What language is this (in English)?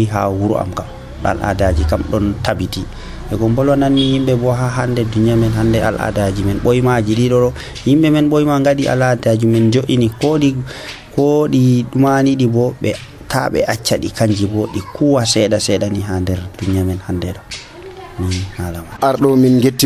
Nigerian Fulfulde